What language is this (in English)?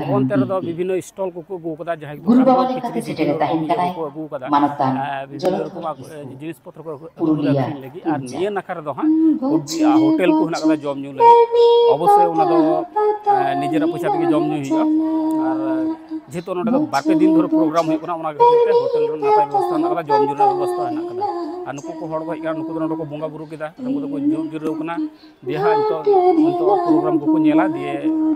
Santali